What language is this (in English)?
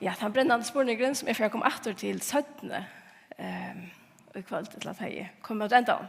Faroese